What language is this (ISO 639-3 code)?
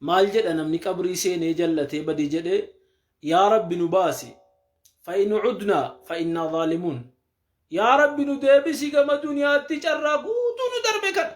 orm